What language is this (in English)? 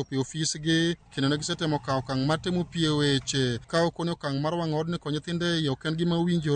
Luo (Kenya and Tanzania)